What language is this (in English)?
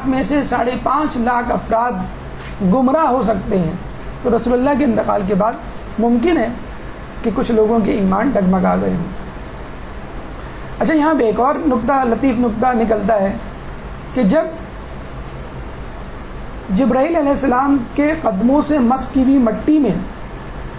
Urdu